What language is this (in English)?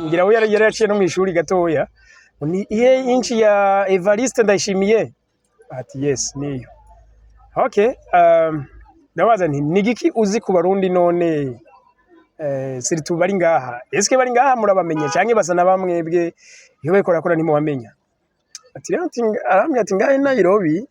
Rundi